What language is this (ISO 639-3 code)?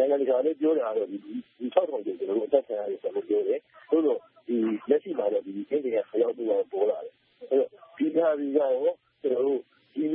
mya